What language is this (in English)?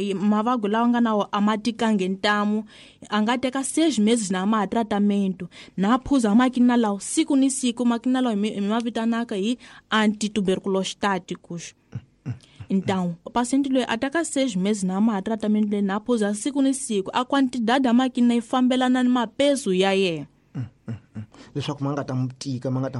Tsonga